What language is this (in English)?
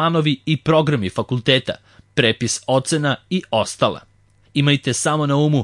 Serbian